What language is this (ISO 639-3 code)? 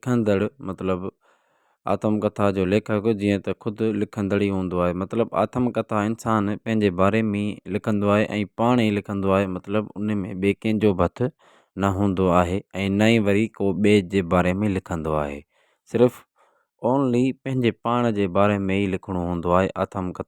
snd